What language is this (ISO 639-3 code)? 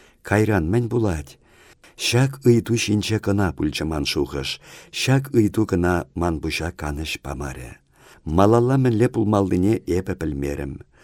chv